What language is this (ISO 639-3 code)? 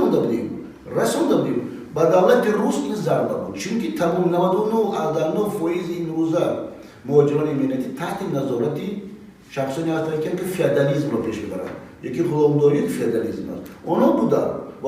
tgk